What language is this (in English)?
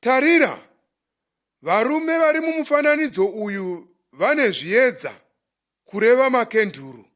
Shona